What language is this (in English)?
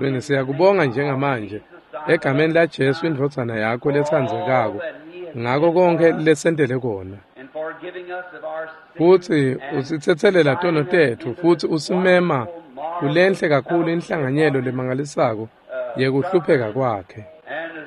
Swati